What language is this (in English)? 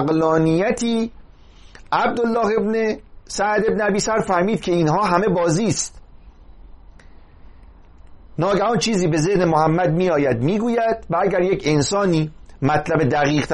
Persian